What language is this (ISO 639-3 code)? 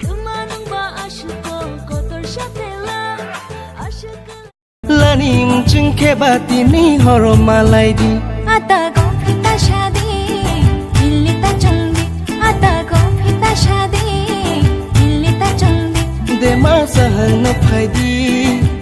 trp